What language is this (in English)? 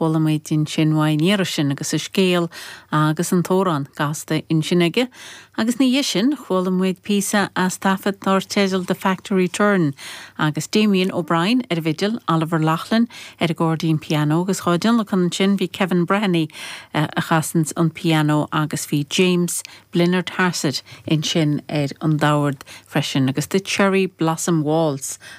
Irish